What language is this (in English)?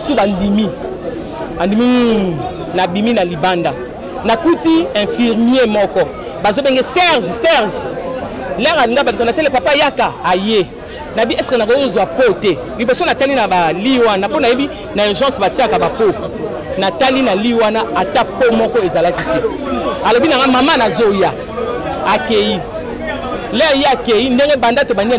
Lingala